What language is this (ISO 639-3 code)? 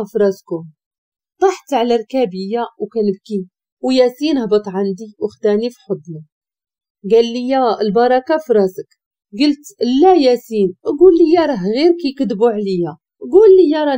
ary